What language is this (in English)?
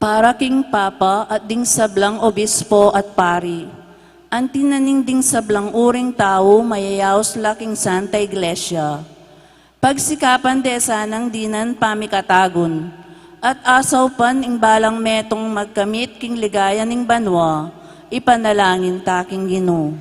Pampanga